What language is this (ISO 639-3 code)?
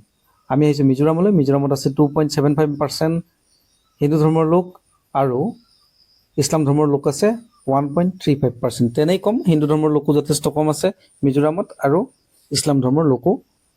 asm